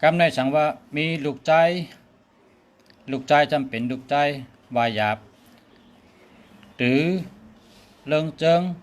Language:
Shan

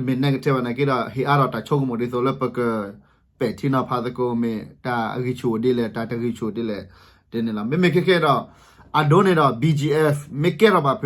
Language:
S'gaw Karen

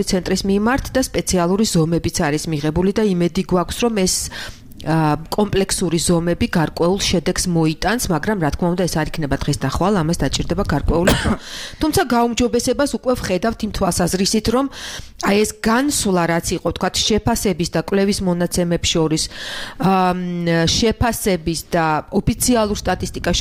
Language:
Georgian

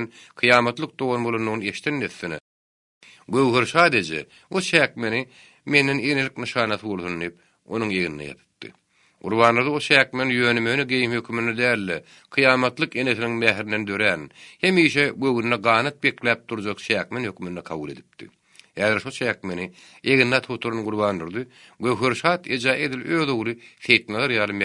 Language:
Turkmen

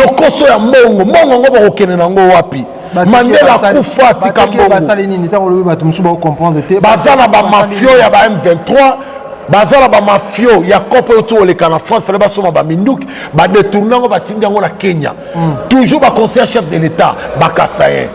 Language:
Lingala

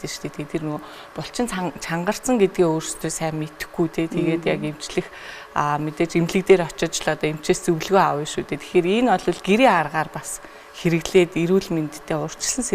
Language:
Mongolian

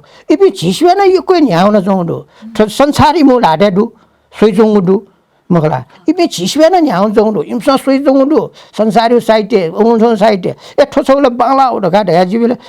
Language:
Newari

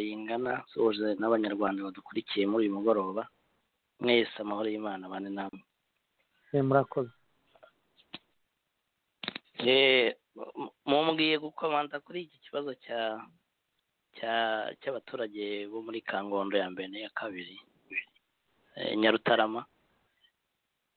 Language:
Kinyarwanda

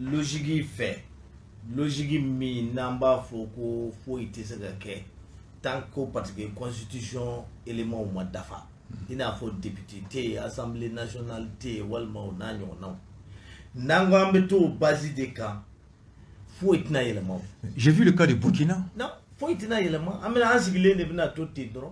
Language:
Bambara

